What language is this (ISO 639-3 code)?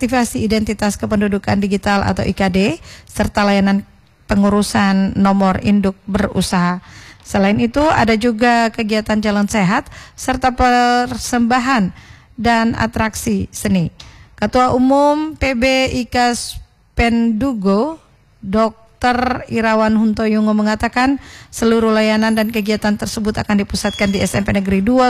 ind